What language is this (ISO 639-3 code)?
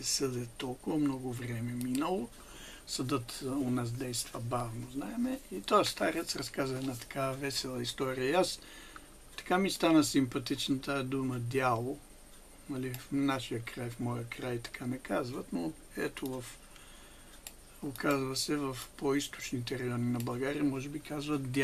bul